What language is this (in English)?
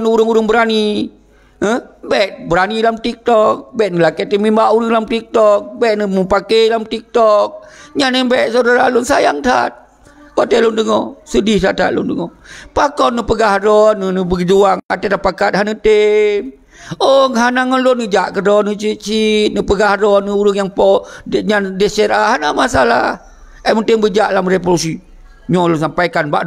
Achinese